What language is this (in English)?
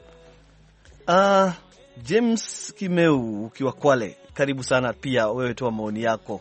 Swahili